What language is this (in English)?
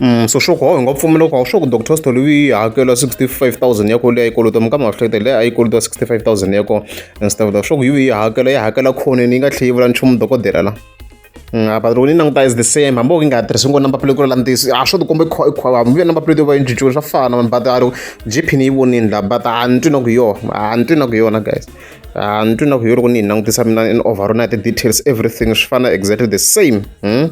Tsonga